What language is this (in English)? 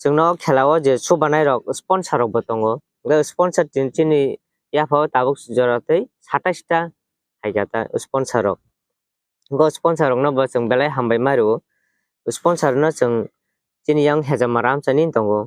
Kok Borok